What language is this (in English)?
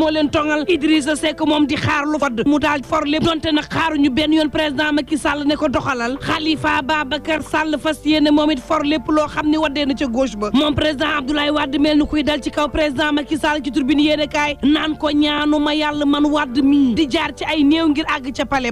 Wolof